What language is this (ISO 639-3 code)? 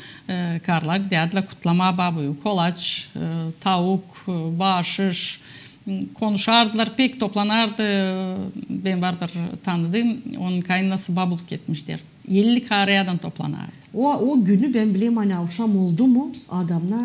gag